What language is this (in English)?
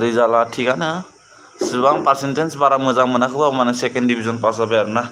Bodo